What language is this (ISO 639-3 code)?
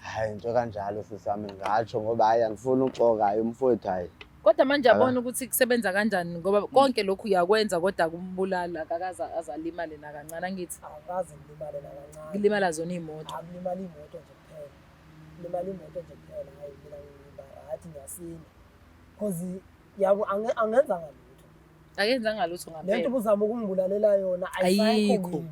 zul